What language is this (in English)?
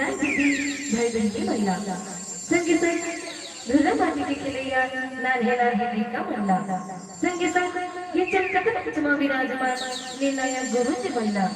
Chhattisgarhi